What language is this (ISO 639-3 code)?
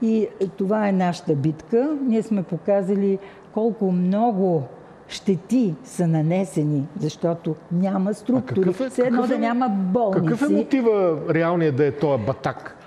bul